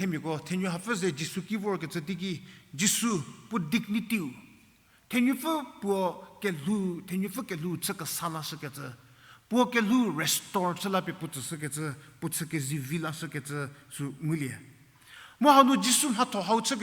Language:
Angami Naga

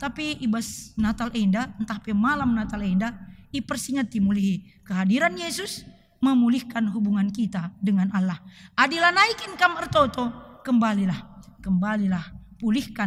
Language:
Batak Karo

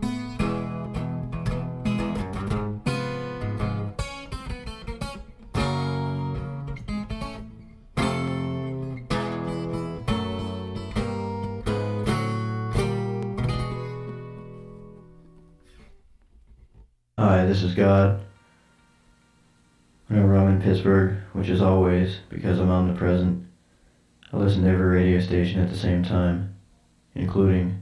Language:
English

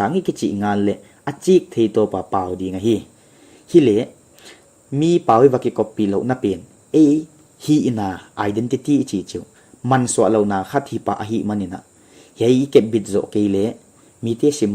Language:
Paite Chin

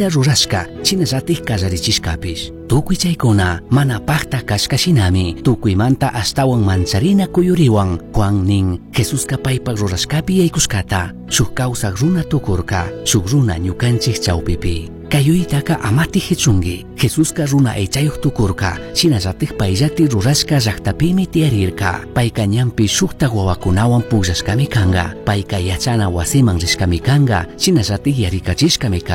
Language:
Chimborazo Highland Quichua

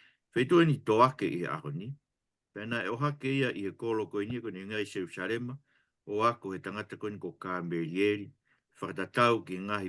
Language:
Tongan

